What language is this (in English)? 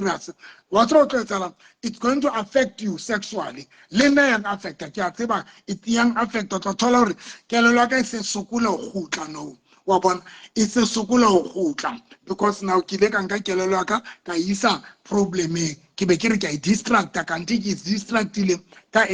Southern Sotho